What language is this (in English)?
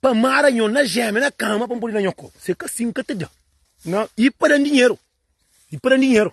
Kabuverdianu